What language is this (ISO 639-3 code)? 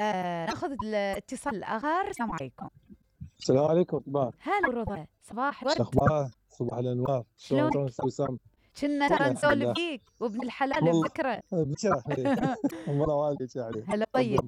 acm